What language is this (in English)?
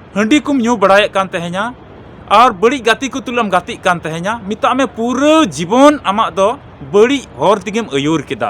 Santali